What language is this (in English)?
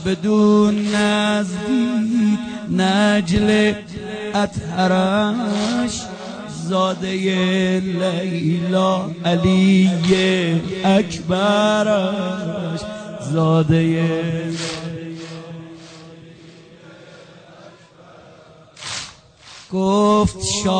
Persian